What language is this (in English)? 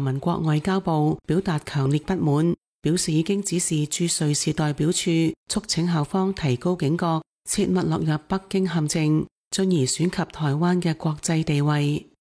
Cantonese